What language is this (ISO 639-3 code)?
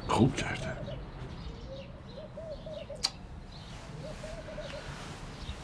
fas